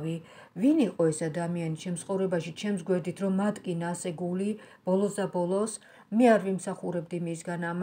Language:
Georgian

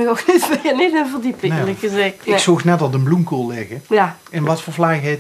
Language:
Limburgish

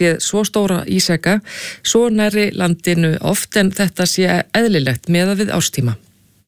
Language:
Icelandic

